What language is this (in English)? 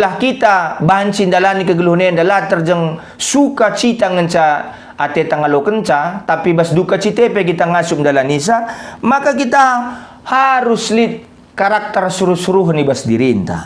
Batak Karo